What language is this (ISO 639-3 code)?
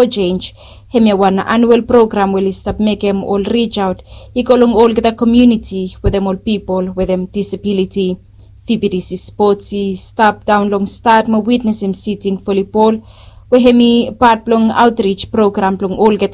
bis